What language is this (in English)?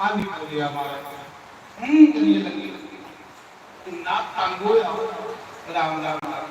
Dogri